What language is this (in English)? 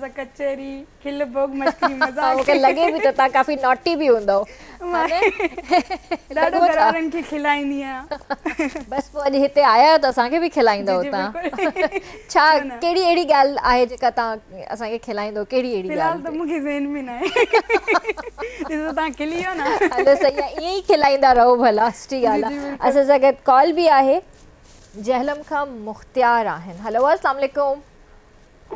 Sindhi